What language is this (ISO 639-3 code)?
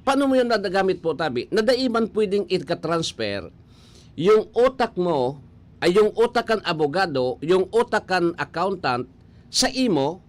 bik